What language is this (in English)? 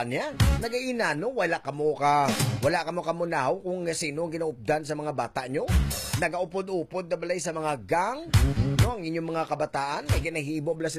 Hiligaynon